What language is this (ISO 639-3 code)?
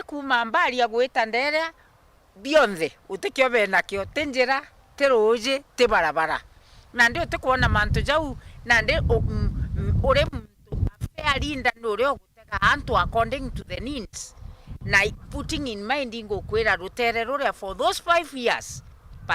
mer